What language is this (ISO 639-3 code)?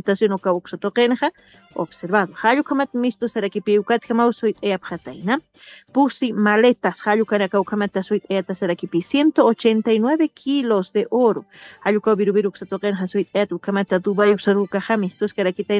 aym